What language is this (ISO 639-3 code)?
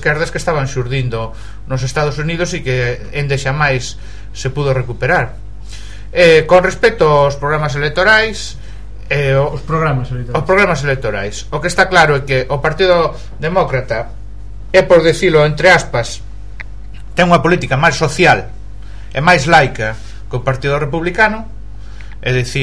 glg